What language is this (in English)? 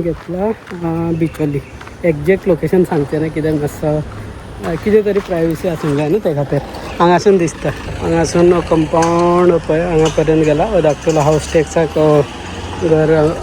Konkani